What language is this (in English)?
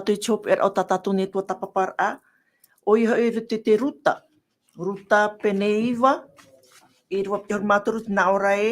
Tahitian